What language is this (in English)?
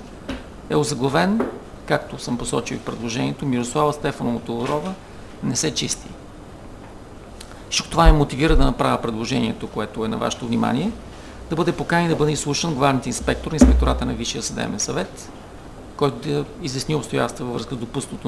Bulgarian